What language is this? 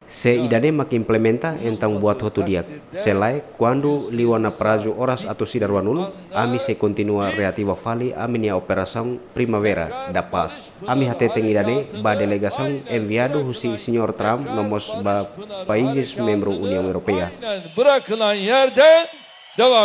Tetum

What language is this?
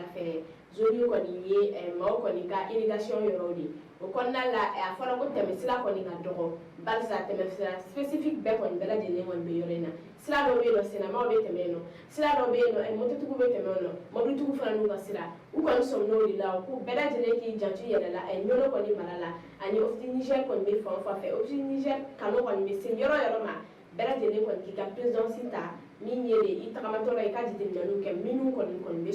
Bambara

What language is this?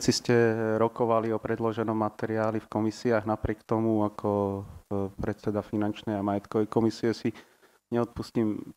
Slovak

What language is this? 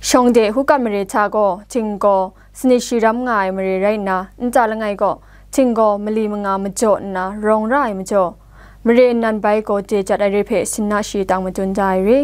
Kachin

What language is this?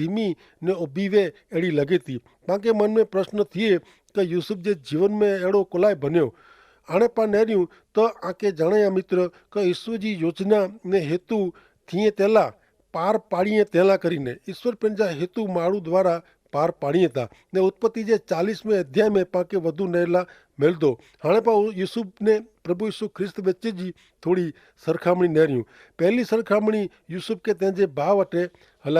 Kachhi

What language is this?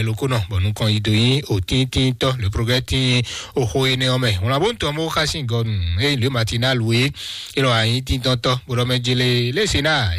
Fon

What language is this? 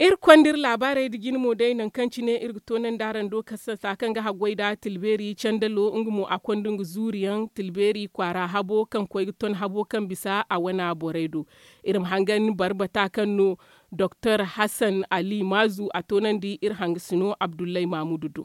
Zarma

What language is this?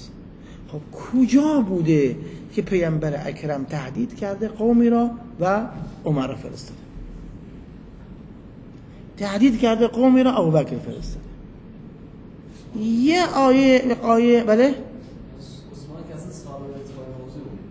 Persian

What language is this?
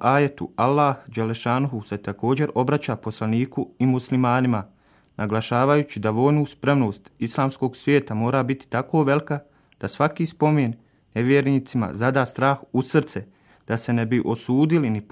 Bosnian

